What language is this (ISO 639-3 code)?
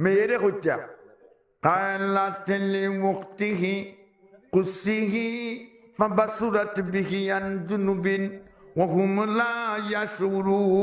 syl